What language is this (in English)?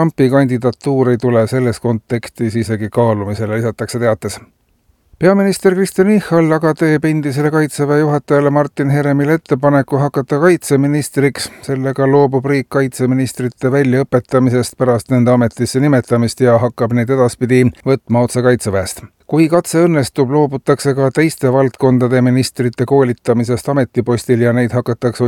Estonian